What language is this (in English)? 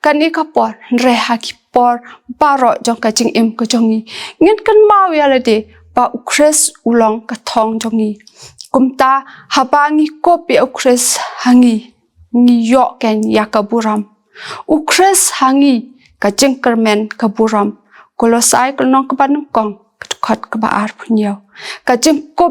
Khasi